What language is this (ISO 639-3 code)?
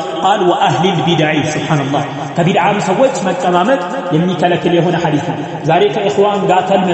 amh